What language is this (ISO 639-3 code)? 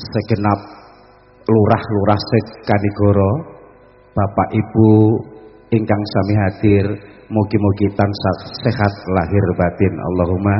jav